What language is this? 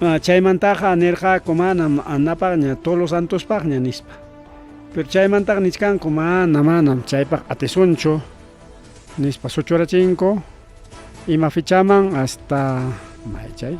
Ayacucho Quechua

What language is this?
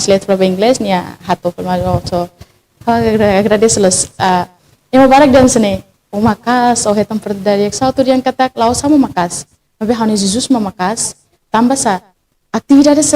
Tetum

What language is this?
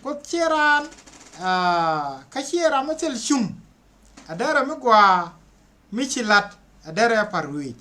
Nuer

